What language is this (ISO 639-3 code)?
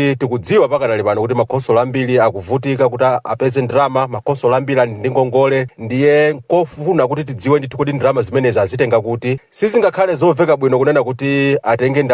nya